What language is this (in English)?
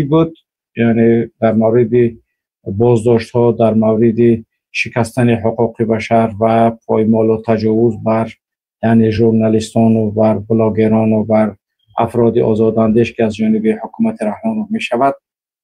Tajik